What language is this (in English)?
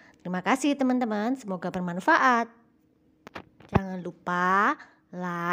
Indonesian